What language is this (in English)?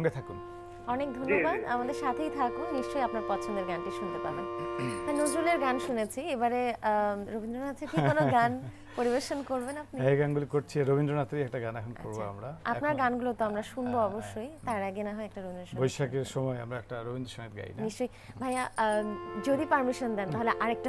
Bangla